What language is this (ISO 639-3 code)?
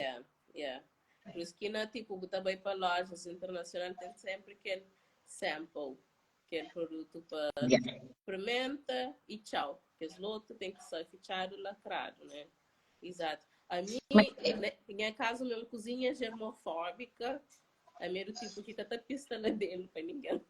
kea